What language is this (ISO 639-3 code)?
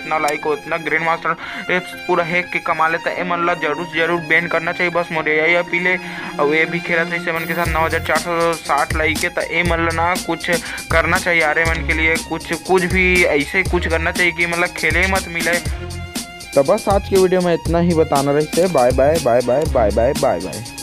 hne